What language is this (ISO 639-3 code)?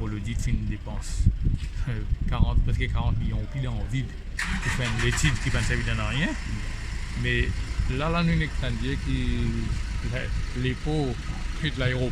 mfe